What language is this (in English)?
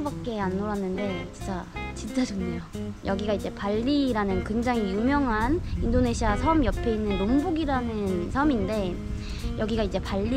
Korean